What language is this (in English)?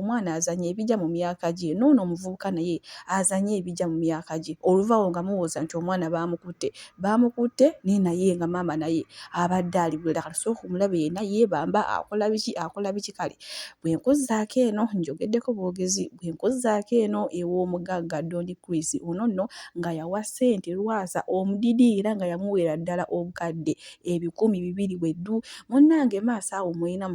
Ganda